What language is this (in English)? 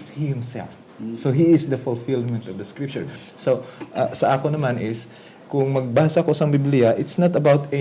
Hiligaynon